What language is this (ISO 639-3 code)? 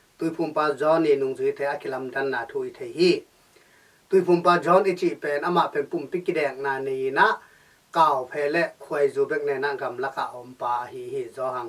ctd